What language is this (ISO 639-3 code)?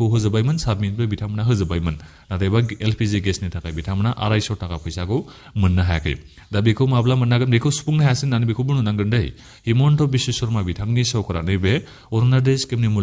brx